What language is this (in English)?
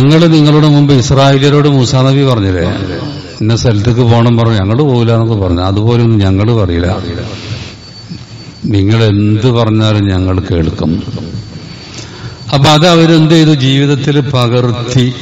Malayalam